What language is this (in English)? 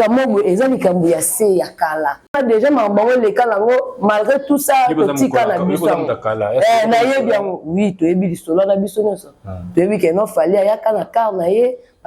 Lingala